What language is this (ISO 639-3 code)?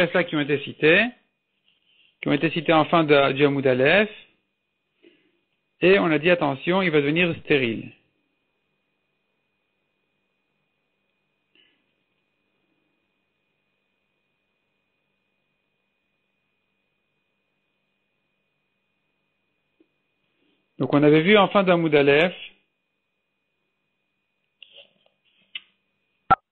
fra